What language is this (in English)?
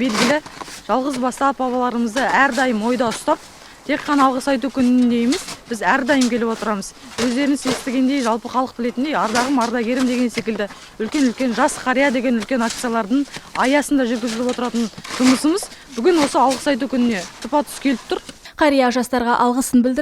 Kazakh